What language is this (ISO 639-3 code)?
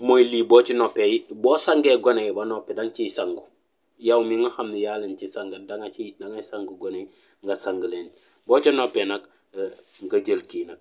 wol